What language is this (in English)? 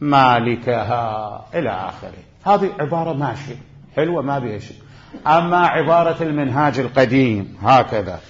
Mesopotamian Arabic